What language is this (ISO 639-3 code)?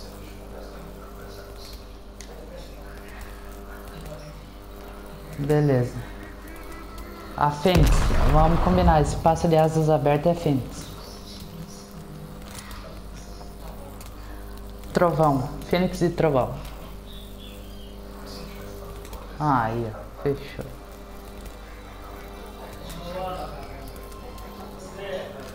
por